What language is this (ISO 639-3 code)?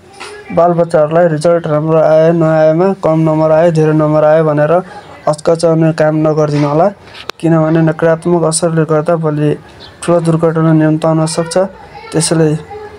nep